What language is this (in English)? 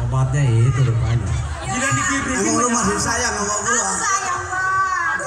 Betawi